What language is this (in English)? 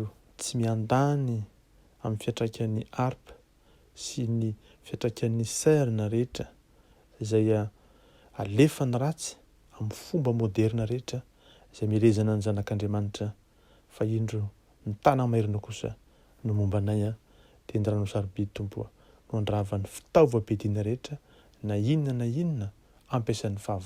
Malagasy